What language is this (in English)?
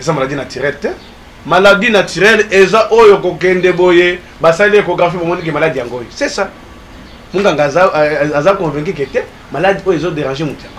Lingala